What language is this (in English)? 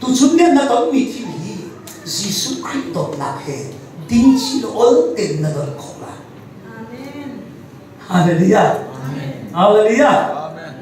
Hakha Chin